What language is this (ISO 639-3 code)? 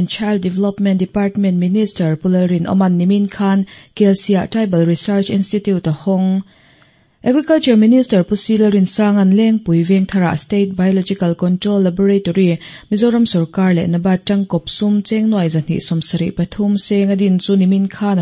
lus